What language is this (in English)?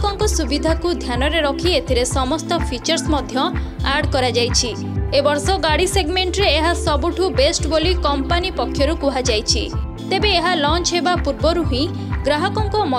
Odia